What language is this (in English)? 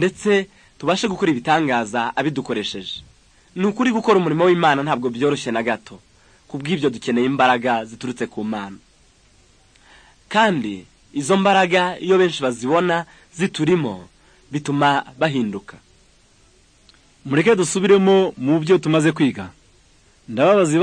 Kinyarwanda